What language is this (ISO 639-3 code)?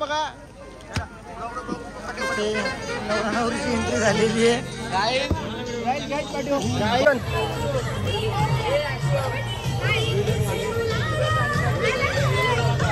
mar